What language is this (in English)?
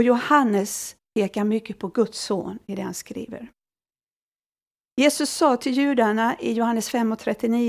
Swedish